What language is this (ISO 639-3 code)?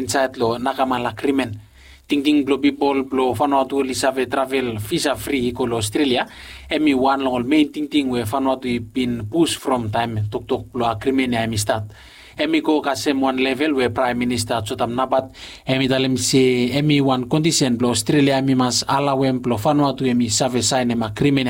bis